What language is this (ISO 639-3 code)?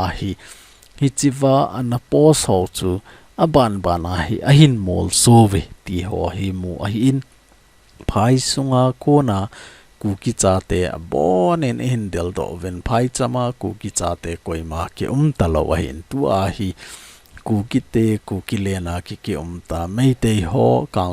tcz